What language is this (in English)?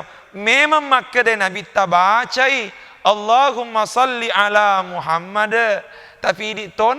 Buginese